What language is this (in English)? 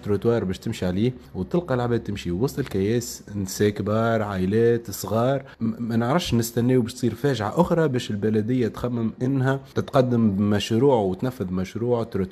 Tunisian Arabic